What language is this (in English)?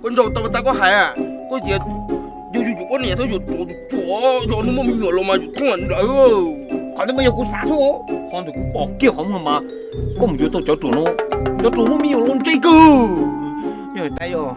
Hmong